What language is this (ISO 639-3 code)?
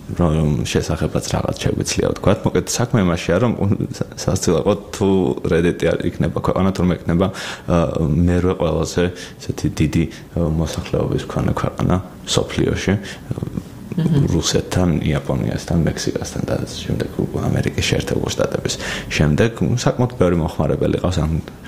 kat